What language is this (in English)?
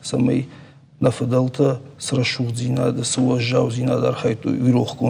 Ossetic